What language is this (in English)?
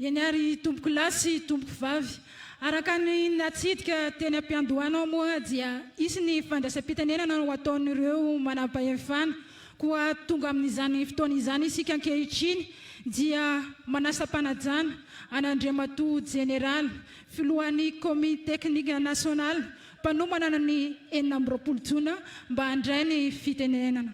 Malagasy